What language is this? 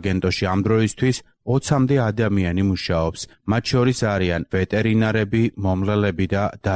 Georgian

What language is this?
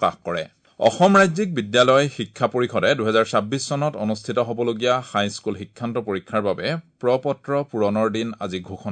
Assamese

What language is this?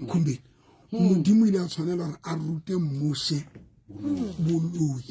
Southern Sotho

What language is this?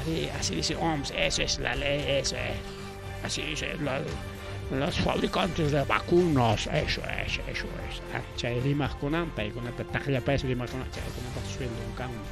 Ayacucho Quechua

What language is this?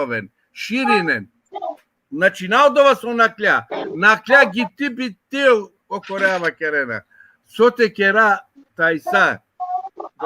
Balkan Romani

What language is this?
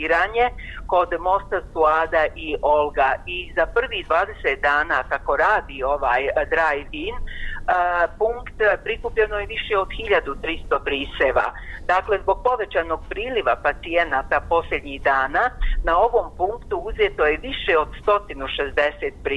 Bosnian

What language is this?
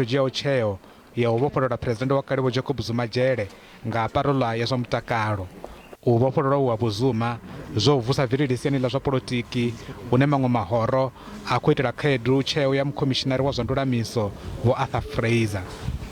Venda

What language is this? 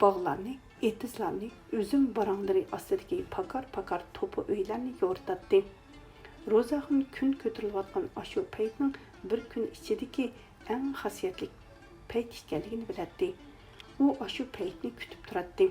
Uyghur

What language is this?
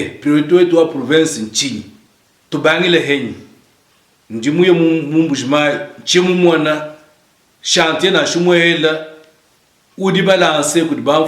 Luba-Lulua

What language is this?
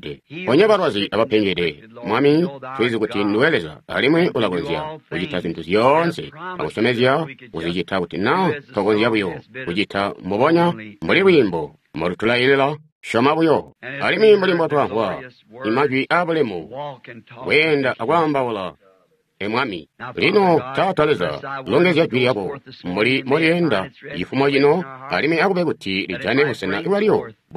Tonga (Zambia)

